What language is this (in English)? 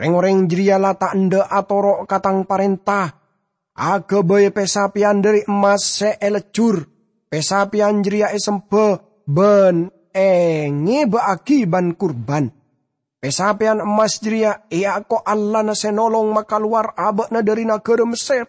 Madurese